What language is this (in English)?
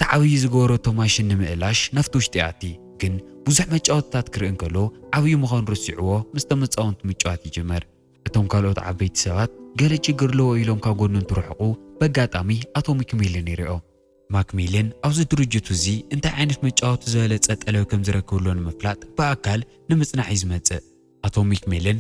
Tigrinya